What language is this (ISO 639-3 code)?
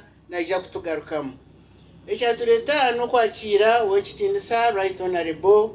nyn